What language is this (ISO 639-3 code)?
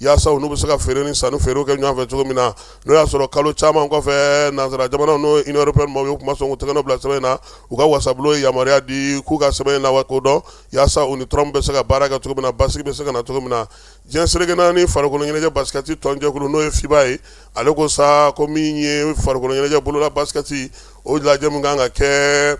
bam